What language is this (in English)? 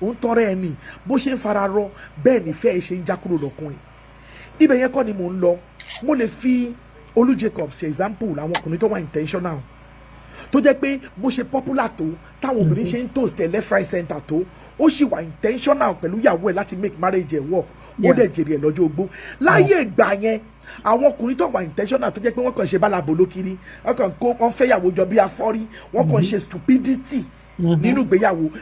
Yoruba